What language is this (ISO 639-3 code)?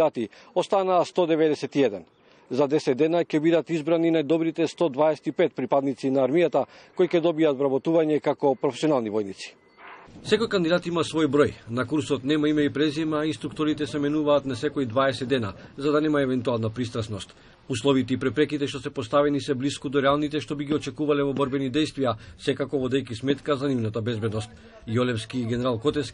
mkd